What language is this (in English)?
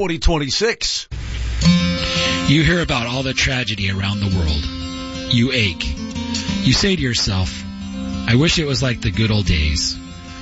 English